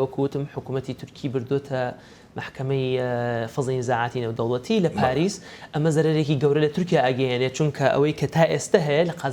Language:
Central Kurdish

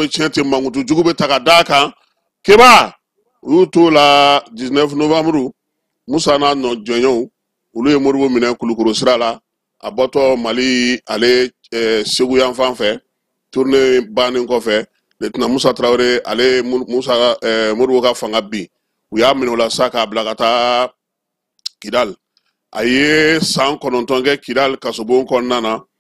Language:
Bambara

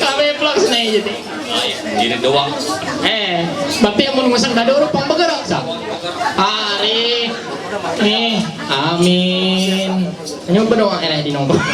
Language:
Ma'anyan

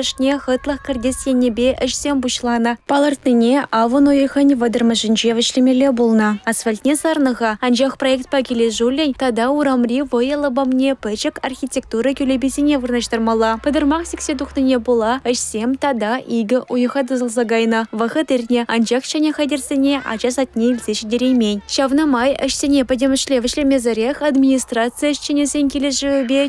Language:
Chuvash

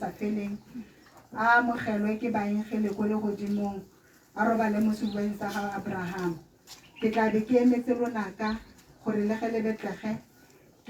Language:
Tswana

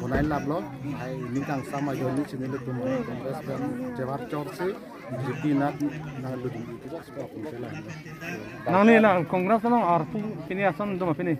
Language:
Karbi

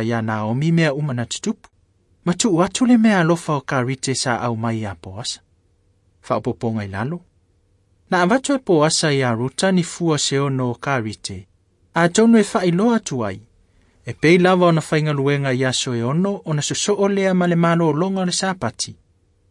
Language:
Samoan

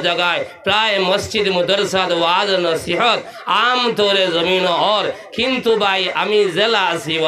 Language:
Sylheti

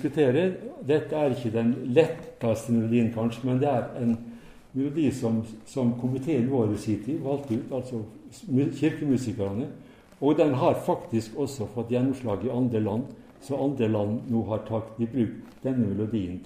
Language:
Norwegian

